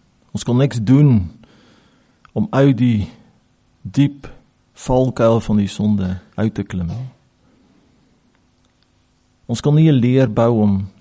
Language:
Afrikaans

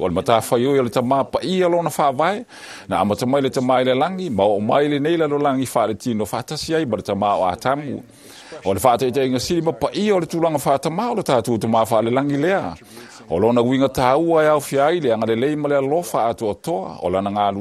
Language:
Samoan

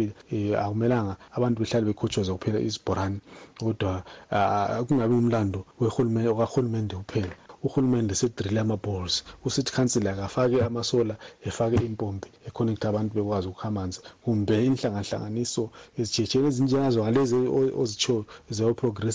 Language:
North Ndebele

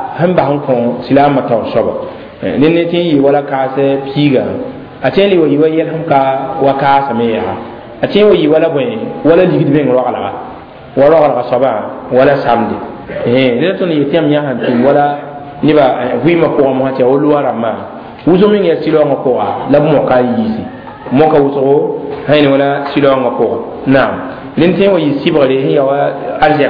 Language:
Mossi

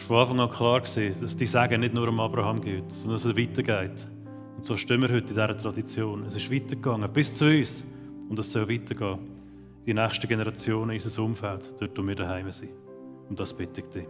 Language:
Swiss German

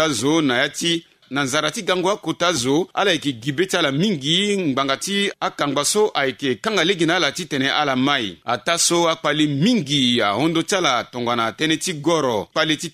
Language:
Sango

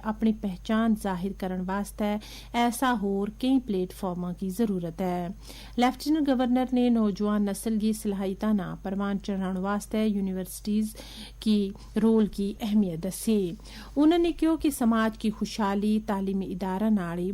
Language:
Gujari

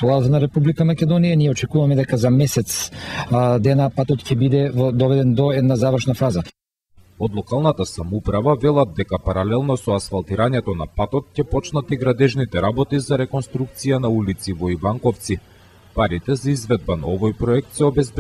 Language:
Macedonian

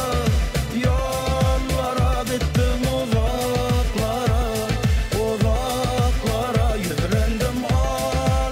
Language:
Turkmen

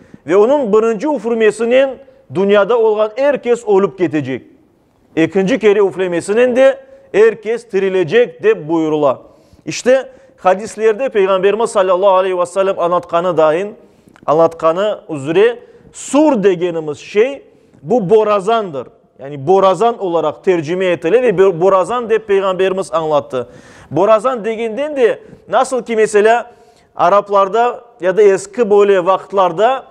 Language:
Crimean Tatar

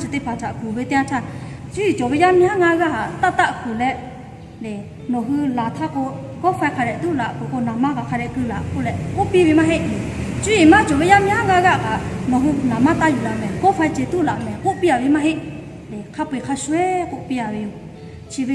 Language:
Lahu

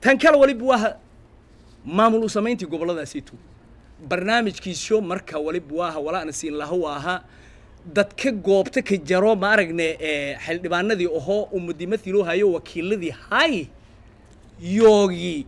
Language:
Somali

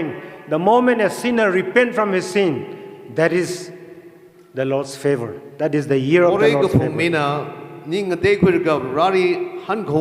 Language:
Tangkhul Naga (India)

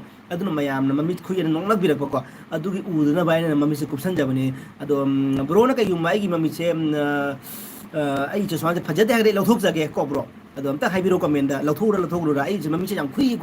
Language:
Manipuri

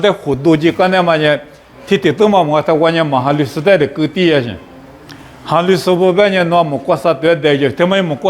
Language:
Lisu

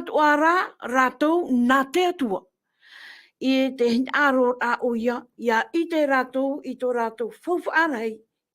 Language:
Tahitian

